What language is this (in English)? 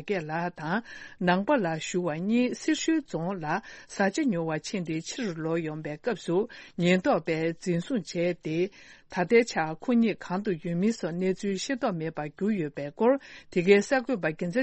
Tibetan